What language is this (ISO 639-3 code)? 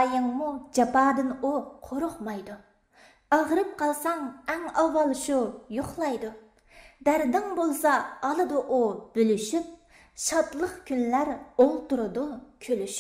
uig